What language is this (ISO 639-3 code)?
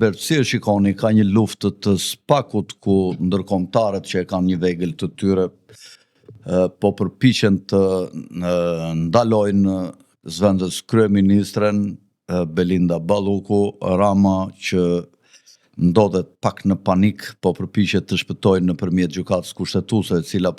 sqi